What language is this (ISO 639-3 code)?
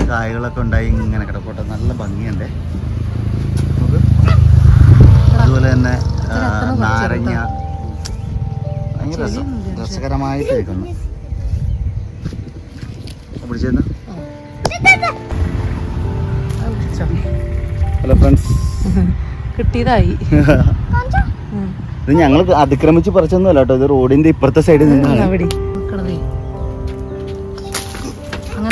mal